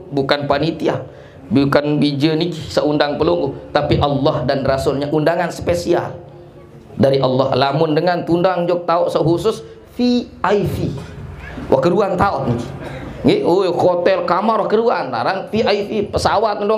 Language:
Sasak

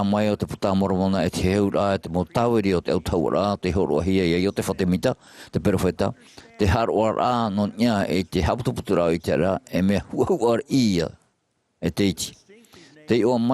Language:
Tahitian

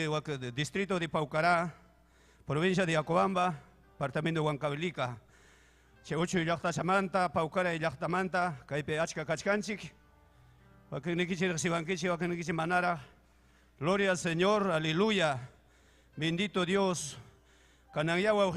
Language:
Ayacucho Quechua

